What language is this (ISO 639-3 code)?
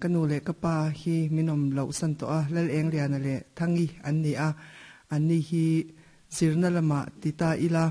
lus